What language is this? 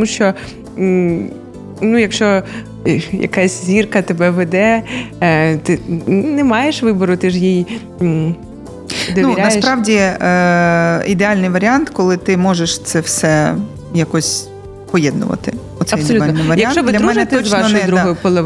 Ukrainian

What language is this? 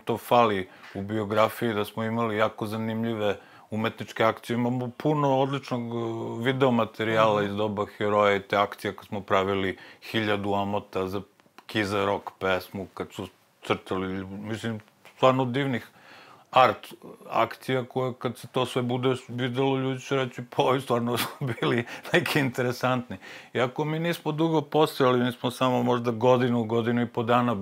Serbian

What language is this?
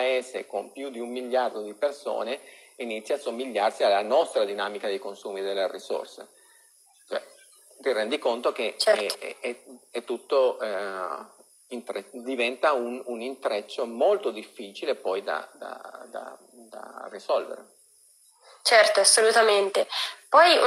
Italian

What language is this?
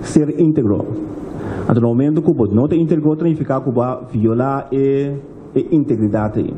Papiamento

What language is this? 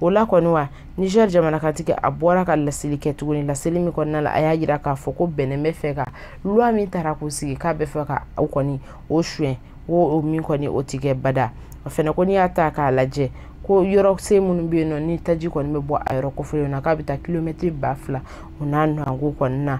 Bambara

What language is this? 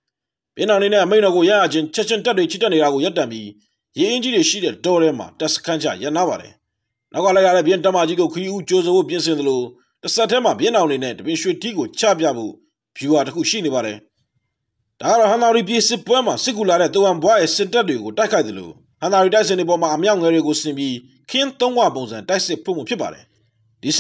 Burmese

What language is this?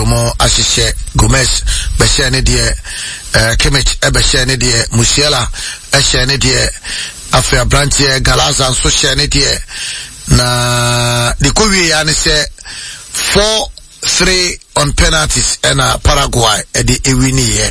Akan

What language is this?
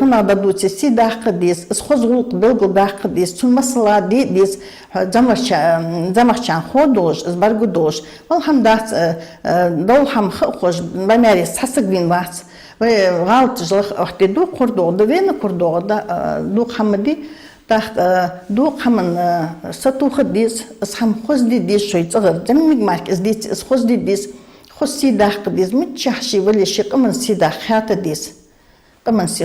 Ingush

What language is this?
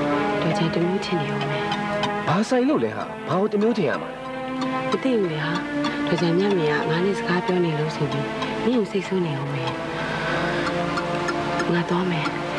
Burmese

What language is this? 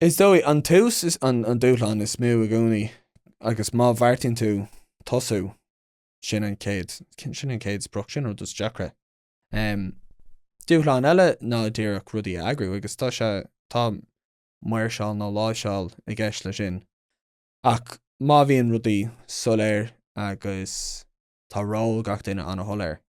Irish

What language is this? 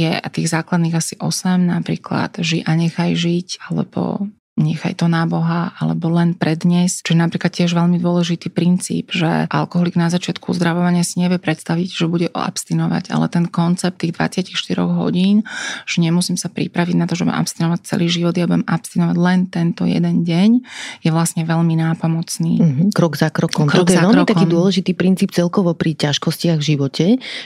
Slovak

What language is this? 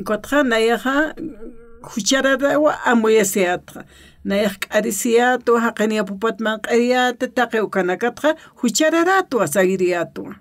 Aymara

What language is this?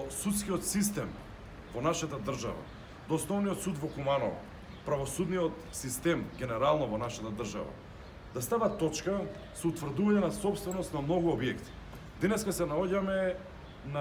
Macedonian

